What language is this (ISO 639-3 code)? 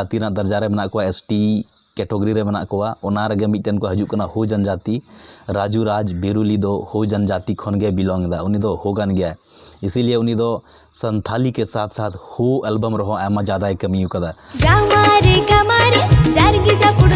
sat